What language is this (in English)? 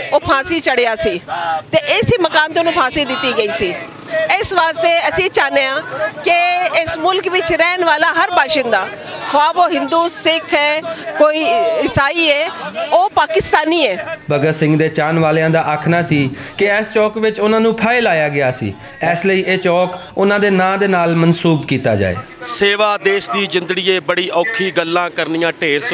Western Panjabi